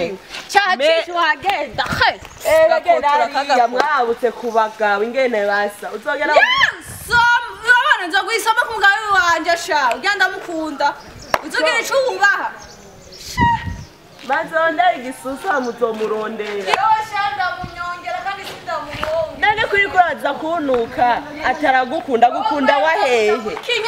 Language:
Rundi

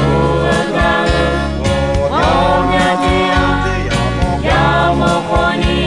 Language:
Akha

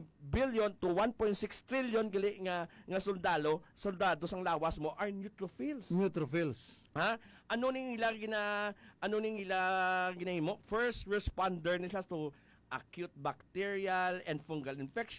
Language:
Hiligaynon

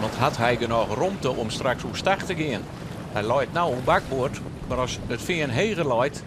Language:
Western Frisian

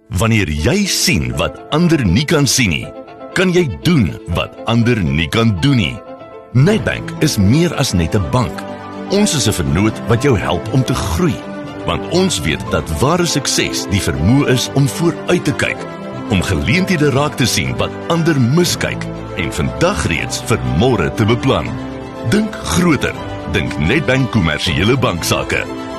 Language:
Afrikaans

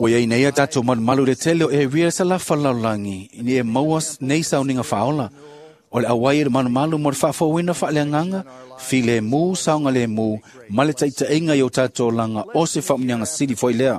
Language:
Samoan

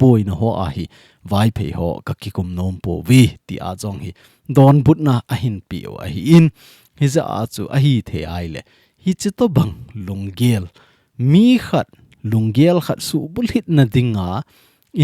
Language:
Thado Chin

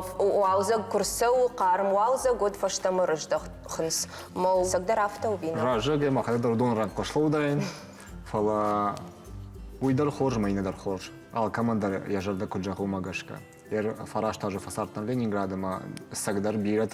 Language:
Ossetic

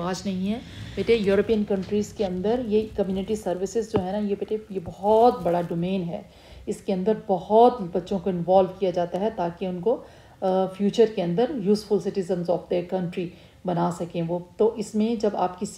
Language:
Urdu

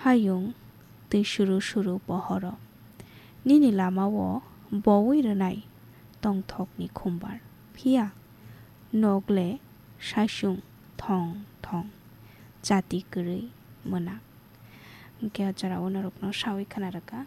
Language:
Kok Borok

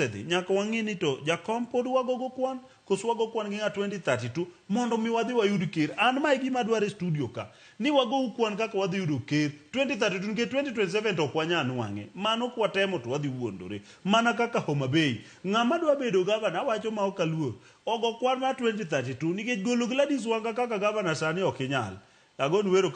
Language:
Luo (Kenya and Tanzania)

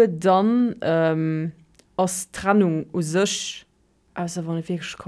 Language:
Luxembourgish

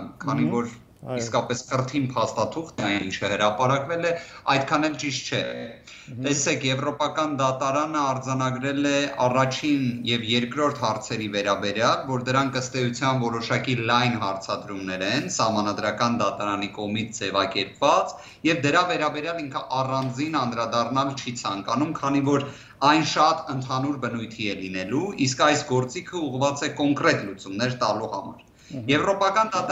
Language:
Armenian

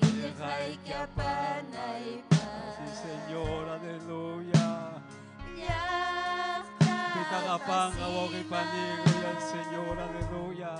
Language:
Ayacucho Quechua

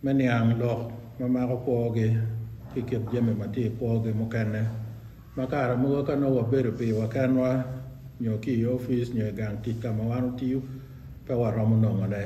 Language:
Acoli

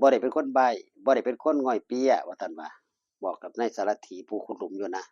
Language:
Northeastern Thai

